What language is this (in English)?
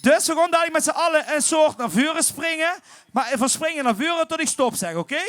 Limburgish